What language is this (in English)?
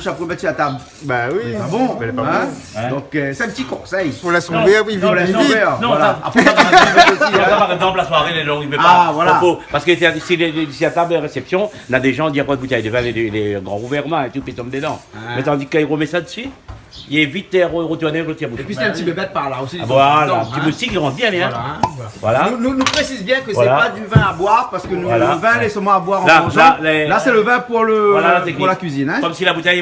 Réunion Creole French